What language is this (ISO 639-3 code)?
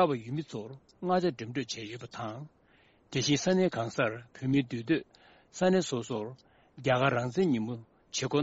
bod